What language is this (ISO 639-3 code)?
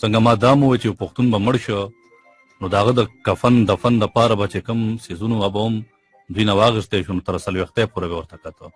pus